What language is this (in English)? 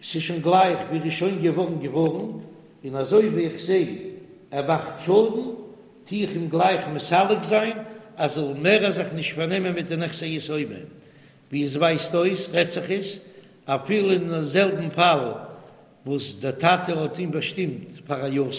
Yiddish